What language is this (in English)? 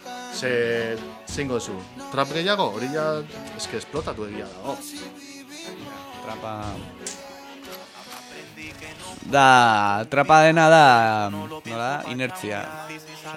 Basque